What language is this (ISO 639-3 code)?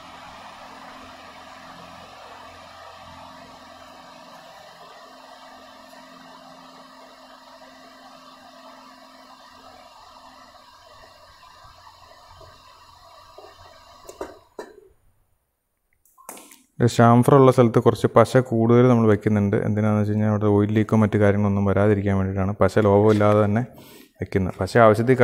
mal